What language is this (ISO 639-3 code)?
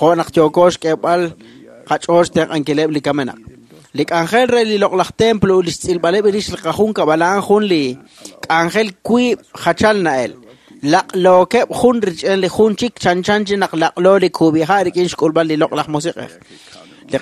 kek